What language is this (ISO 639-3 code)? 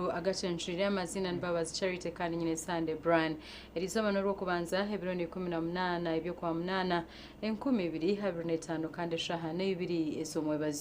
nyn